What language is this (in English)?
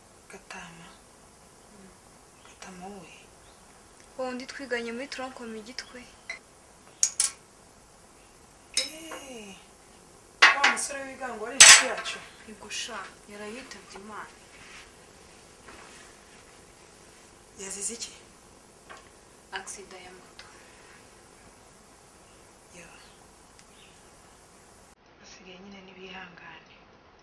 Kinyarwanda